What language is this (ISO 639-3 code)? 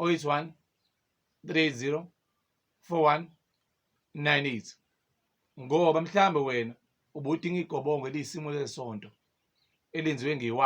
zul